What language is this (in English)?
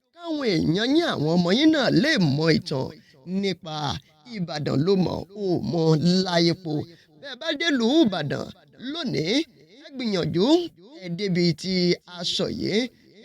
Yoruba